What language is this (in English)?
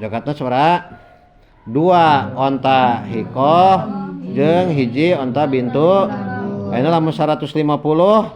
Sundanese